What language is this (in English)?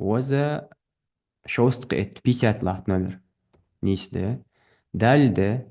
Ingush